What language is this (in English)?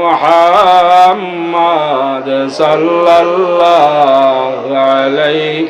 Sylheti